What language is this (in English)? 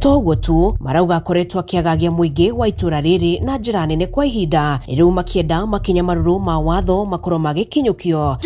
Kikuyu